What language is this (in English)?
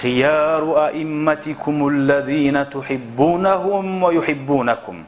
Kumyk